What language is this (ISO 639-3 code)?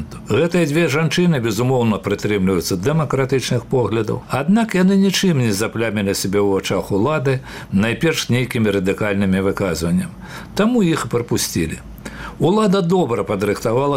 bel